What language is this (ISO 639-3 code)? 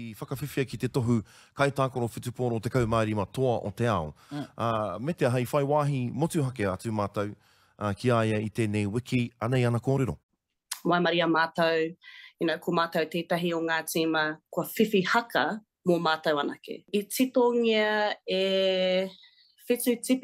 mri